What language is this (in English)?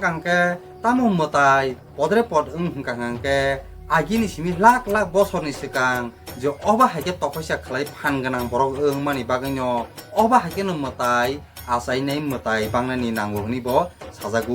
Kok Borok